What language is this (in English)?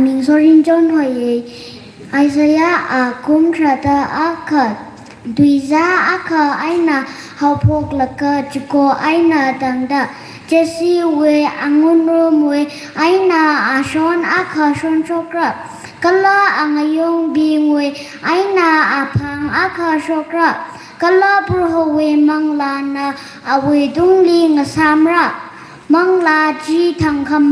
Tangkhul Naga (India)